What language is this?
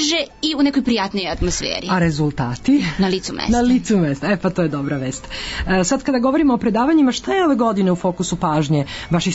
Serbian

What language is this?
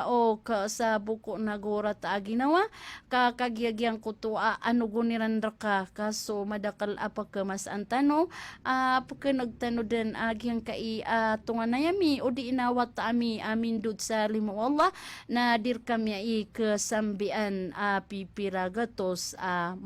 Maranao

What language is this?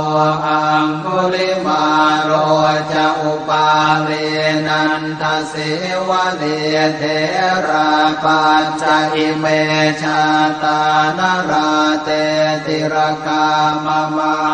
Pali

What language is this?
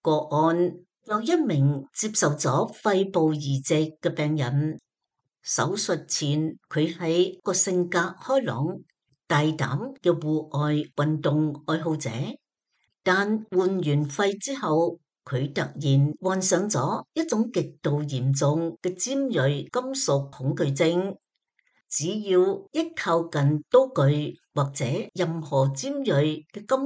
Cantonese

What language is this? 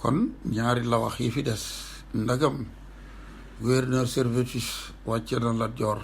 Wolof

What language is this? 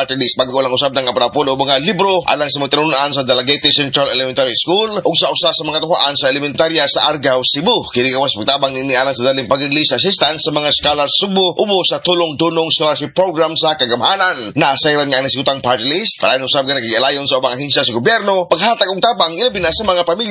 Cebuano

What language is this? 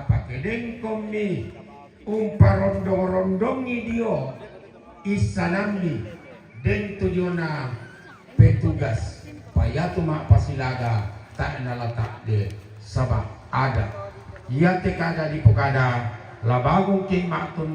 Toraja-Sa'dan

